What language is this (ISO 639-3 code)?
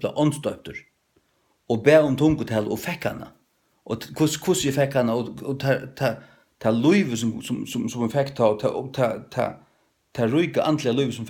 fao